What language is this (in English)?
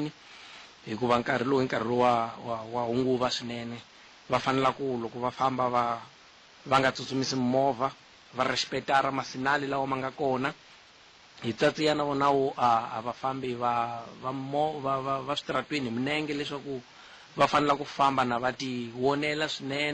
Tsonga